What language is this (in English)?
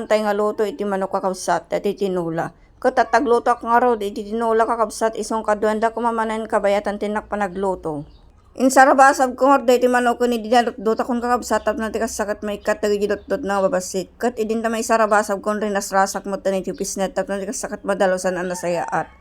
Iloko